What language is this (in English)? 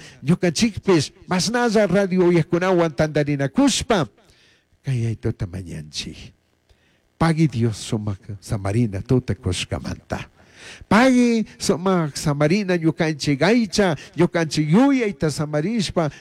Chimborazo Highland Quichua